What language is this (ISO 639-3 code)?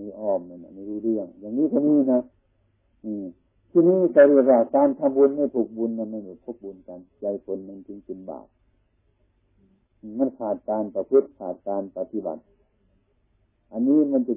tha